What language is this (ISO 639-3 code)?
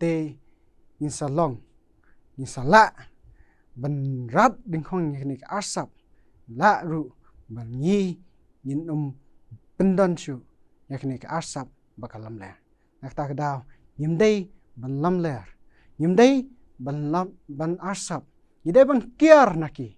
kha